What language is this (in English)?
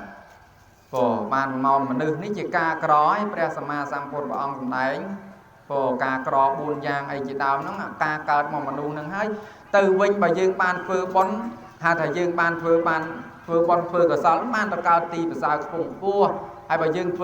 Khmer